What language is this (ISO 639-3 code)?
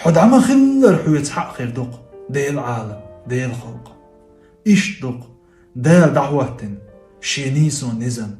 che